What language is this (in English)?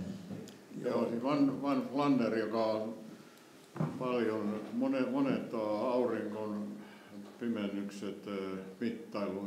Finnish